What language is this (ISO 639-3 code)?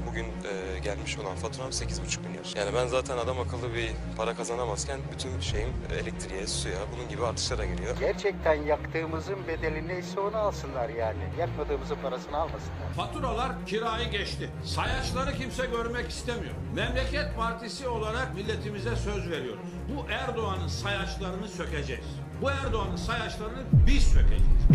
tur